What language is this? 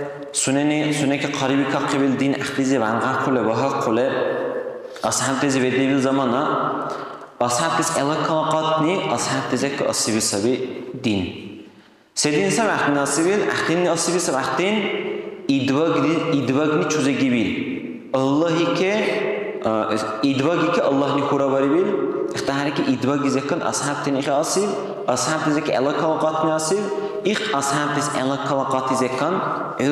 Dargwa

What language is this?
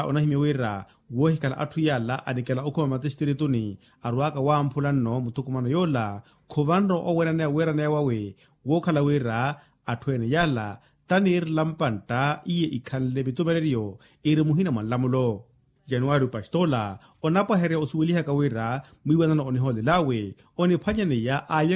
Makhuwa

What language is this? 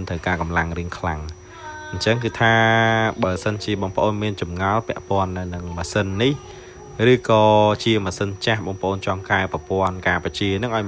Khmer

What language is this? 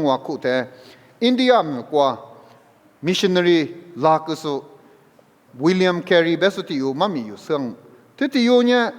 Lisu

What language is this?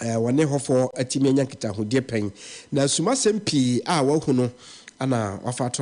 Akan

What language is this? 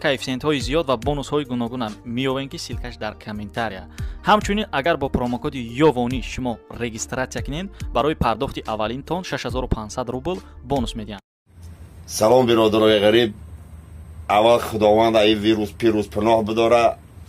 Tajik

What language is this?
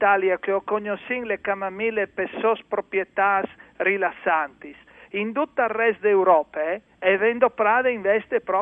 Friulian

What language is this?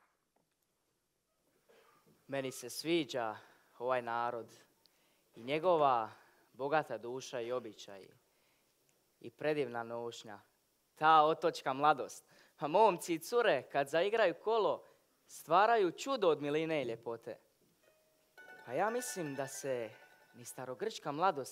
Croatian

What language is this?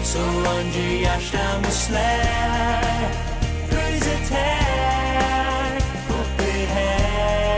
Faroese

